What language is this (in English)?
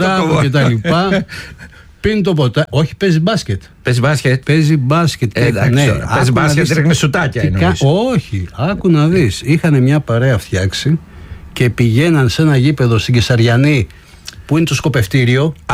Greek